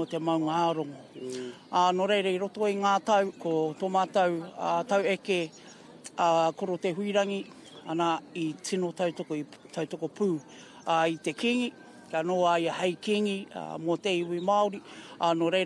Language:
Māori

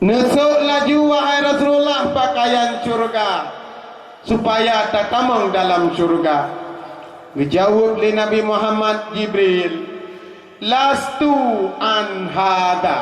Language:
Achinese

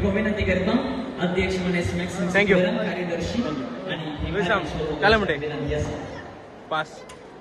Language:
Konkani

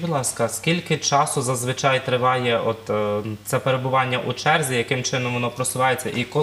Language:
Ukrainian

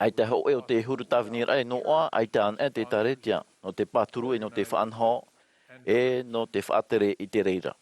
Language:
Tahitian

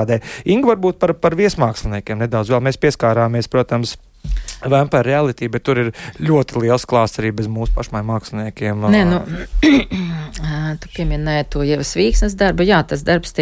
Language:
Latvian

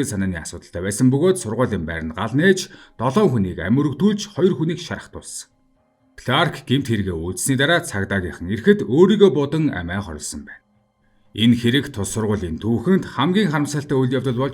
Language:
Mongolian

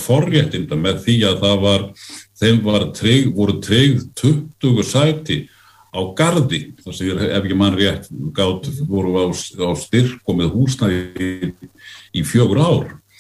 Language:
Icelandic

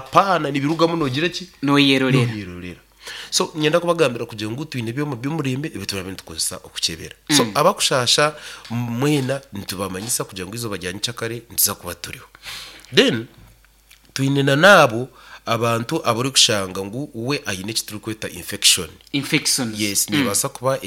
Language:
Nyankole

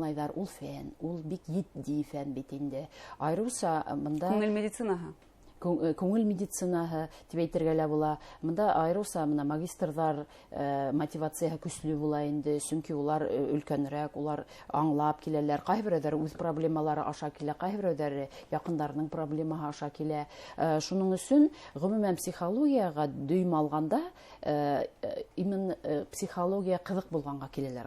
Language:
Bashkir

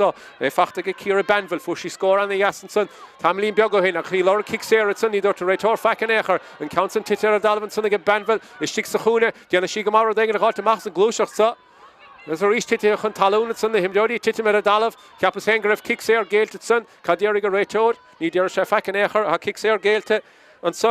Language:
Irish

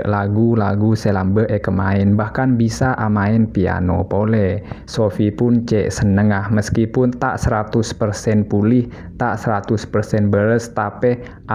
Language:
Madurese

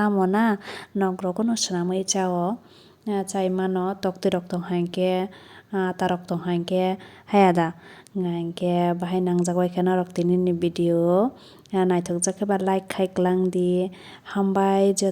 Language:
Kok Borok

